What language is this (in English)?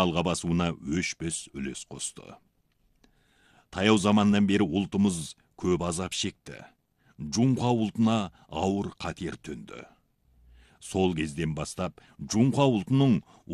Kazakh